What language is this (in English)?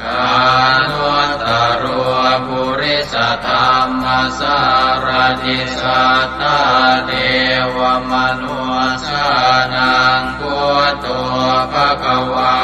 Pali